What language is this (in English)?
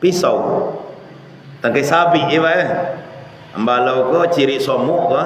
Minangkabau